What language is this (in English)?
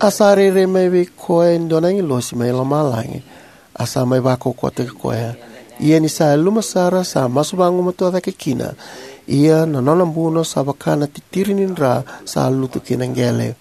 Fijian